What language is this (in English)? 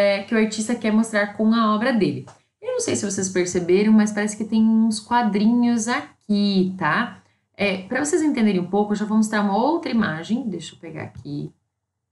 Portuguese